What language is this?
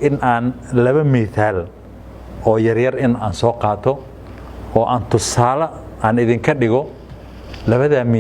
Somali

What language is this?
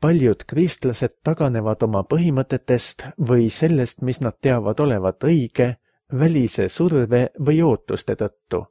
Estonian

